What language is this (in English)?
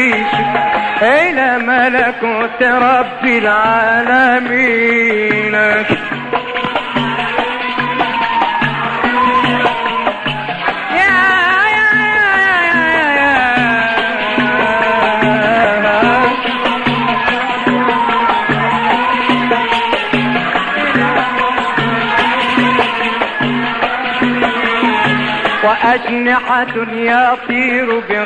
Egyptian Arabic